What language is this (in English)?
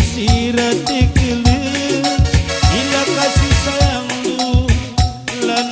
Batak Karo